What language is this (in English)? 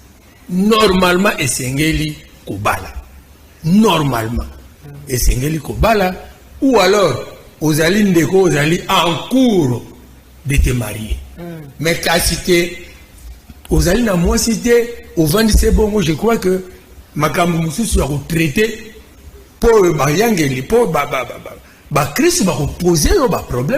Lingala